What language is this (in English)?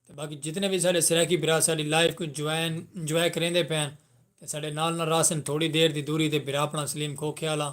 Saraiki